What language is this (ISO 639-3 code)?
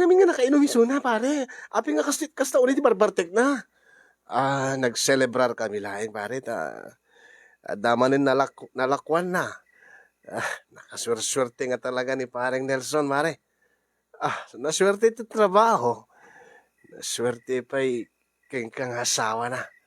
ilo